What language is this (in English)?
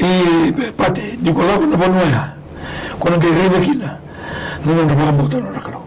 Fijian